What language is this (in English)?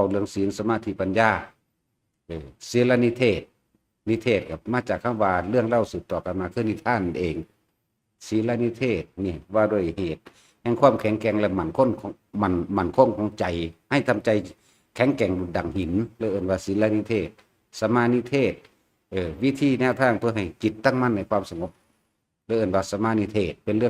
Northeastern Thai